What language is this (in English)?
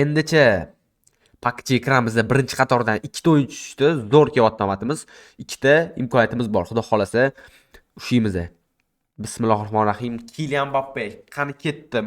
Uzbek